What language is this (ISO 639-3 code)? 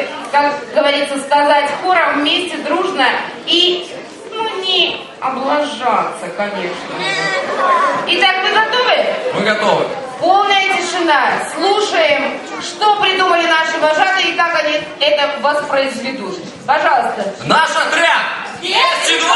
rus